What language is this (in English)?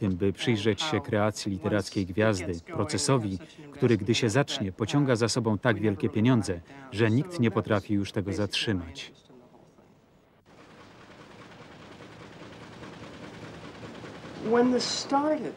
Polish